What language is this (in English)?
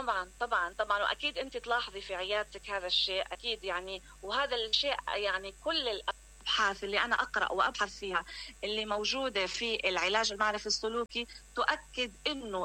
Mesopotamian Arabic